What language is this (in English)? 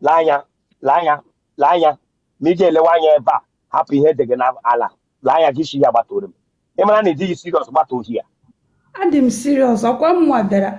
Igbo